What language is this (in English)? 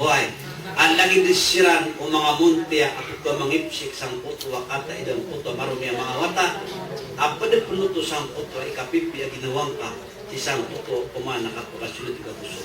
Maranao